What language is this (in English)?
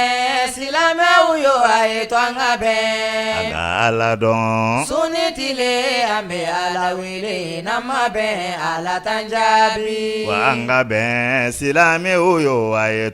Bambara